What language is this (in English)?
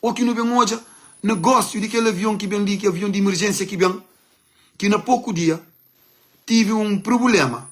Kabuverdianu